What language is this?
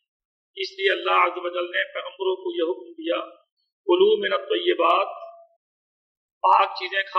Urdu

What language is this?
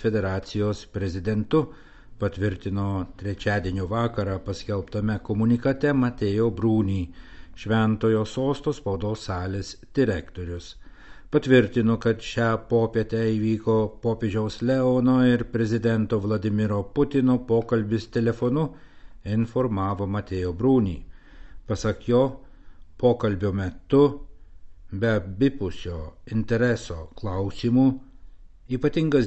Lithuanian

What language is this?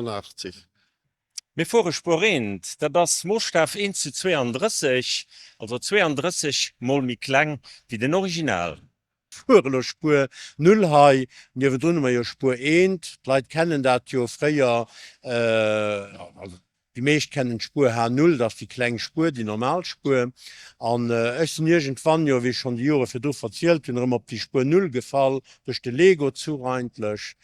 Luxembourgish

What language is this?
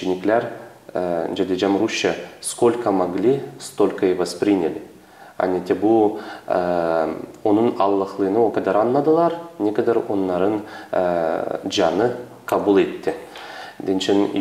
Gagauz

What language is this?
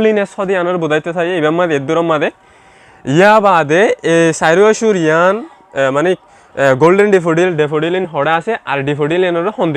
Rohingya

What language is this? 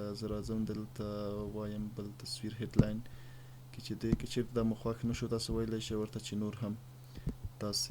Pashto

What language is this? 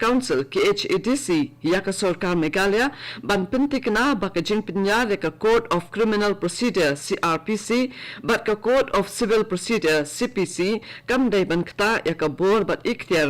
Khasi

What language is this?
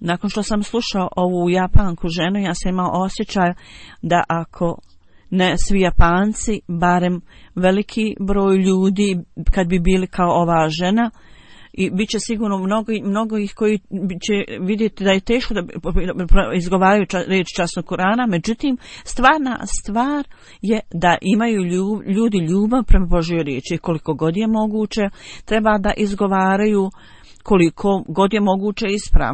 Bosnian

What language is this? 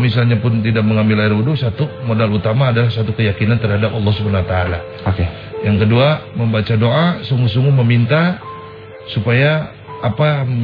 Indonesian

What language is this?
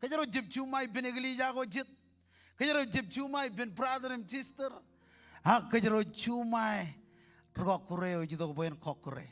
Marshallese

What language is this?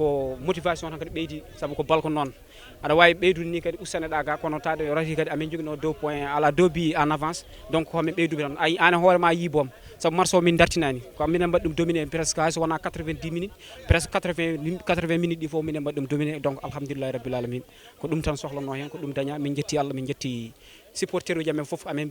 Fula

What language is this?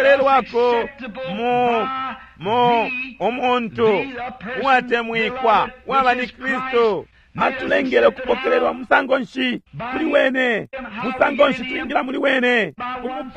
Bemba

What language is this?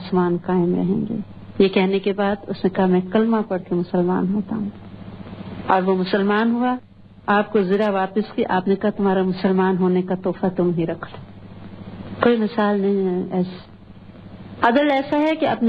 Urdu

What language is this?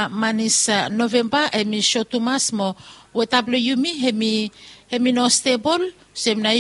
Bislama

